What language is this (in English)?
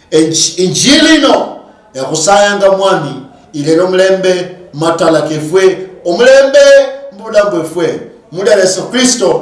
Luyia